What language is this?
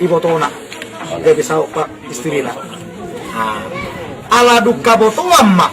Batak Toba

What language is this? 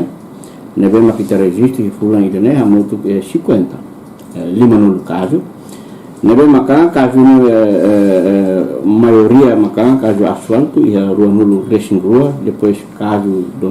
Tetum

